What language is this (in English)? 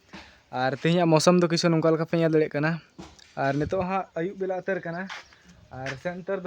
Santali